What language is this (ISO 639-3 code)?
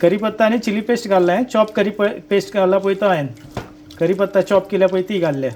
kok